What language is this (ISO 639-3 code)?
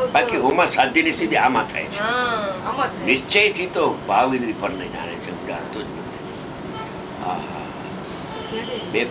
guj